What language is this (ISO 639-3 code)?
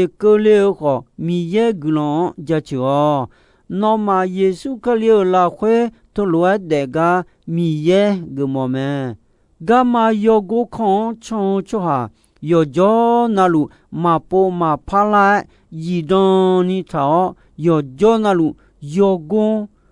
ahk